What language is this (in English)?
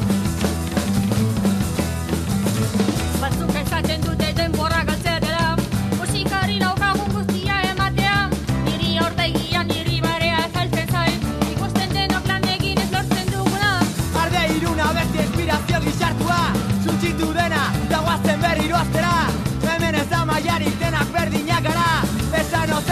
Basque